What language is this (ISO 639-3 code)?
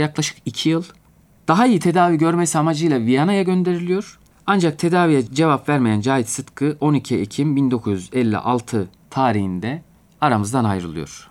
tur